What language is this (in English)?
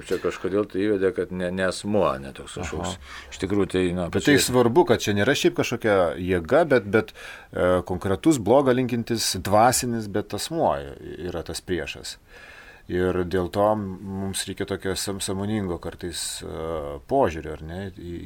Lithuanian